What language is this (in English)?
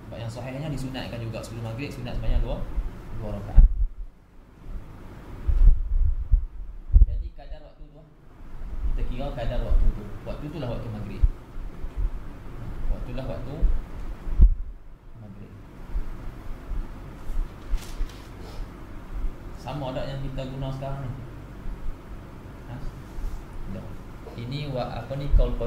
Malay